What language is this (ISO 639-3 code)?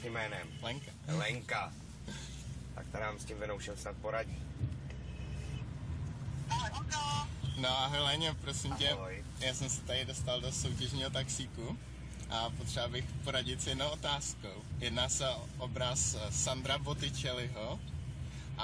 ces